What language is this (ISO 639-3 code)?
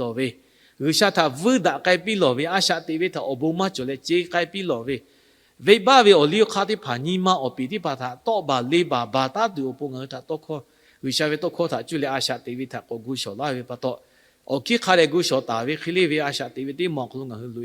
lhu